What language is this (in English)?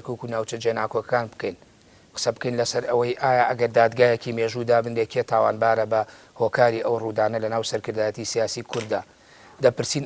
Central Kurdish